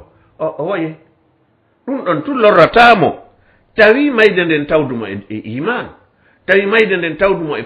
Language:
Fula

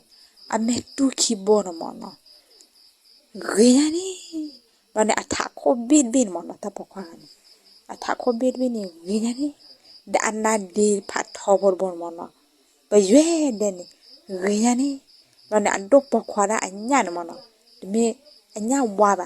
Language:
S'gaw Karen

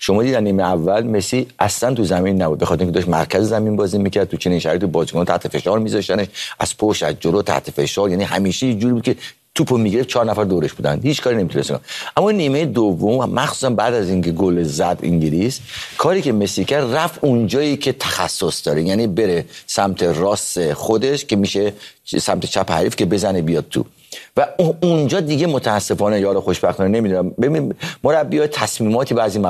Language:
Persian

